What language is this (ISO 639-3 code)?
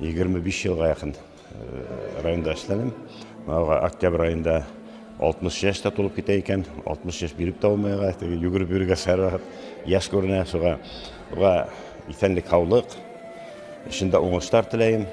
bak